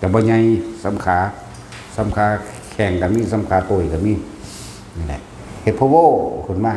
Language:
Northeastern Thai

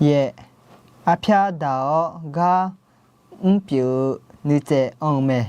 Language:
Akha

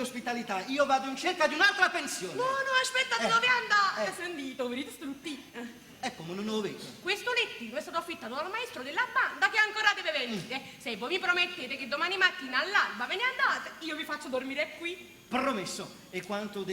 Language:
Neapolitan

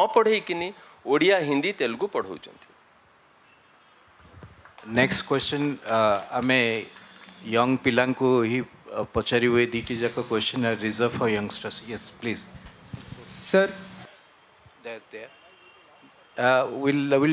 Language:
Odia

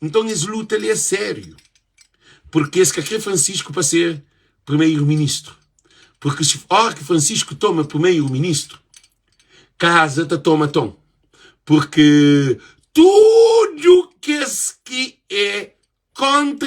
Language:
Kabuverdianu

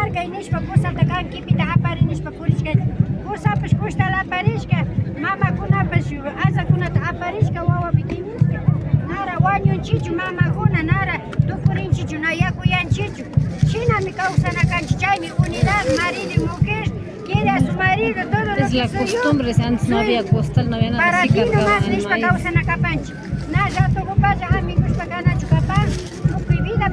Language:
Imbabura Highland Quichua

